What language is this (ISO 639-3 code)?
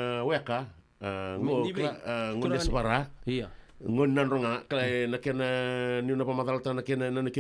fij